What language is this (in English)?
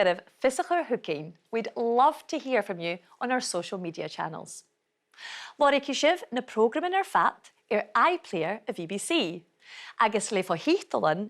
Scottish Gaelic